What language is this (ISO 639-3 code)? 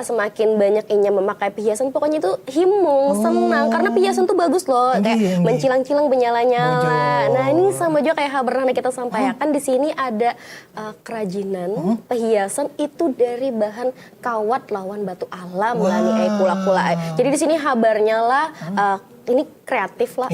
bjn